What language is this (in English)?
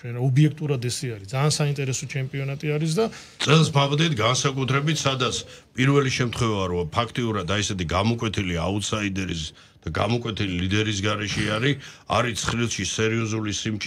Georgian